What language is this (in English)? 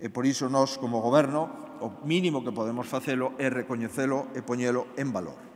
Galician